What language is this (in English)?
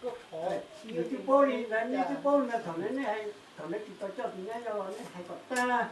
Hmong